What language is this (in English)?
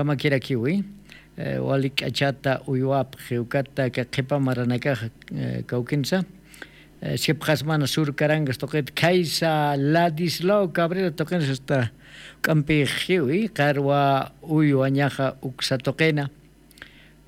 Aymara